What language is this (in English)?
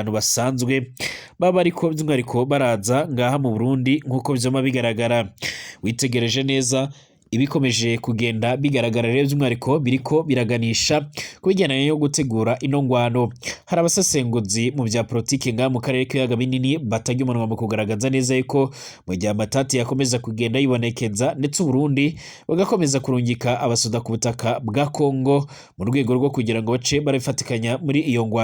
Rundi